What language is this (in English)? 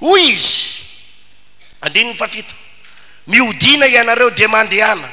Malagasy